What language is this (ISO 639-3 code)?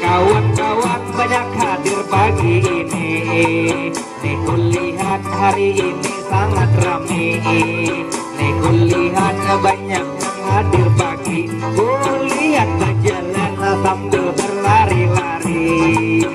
bjn